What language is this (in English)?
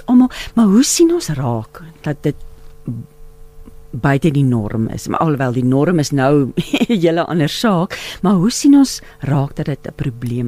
Afrikaans